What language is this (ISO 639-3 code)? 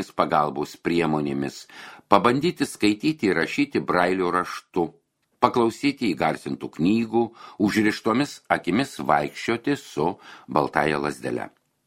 lit